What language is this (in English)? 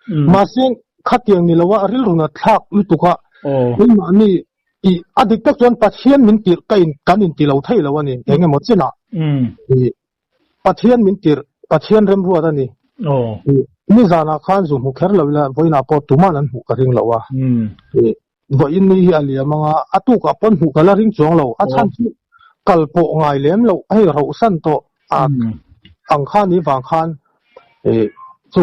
Mizo